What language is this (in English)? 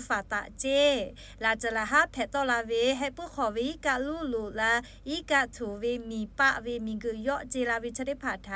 Lahu